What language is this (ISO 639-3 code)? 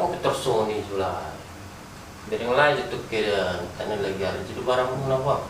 bbc